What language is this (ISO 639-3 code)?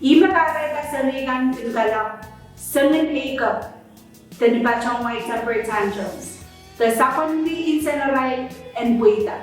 pon